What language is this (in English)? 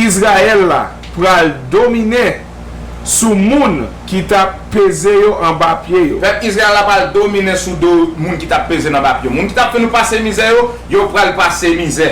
Haitian Creole